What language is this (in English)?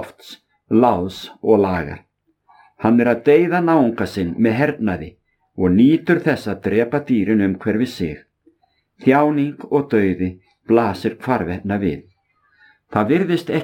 Icelandic